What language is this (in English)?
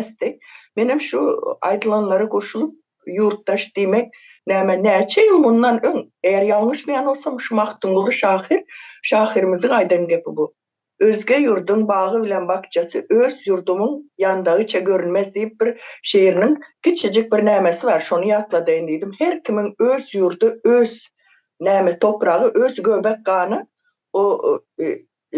Turkmen